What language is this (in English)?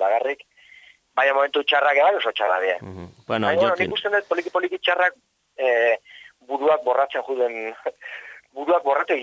Basque